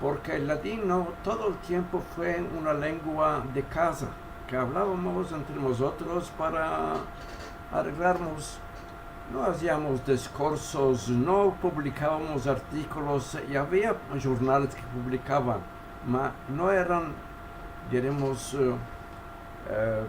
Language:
Ladino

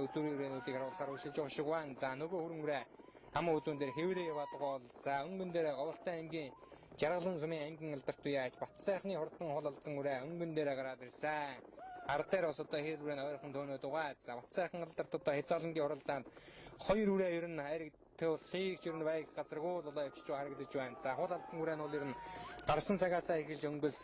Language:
Mongolian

